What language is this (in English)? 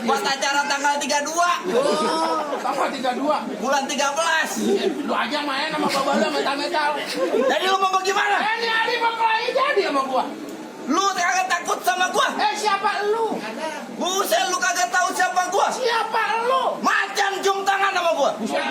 Betawi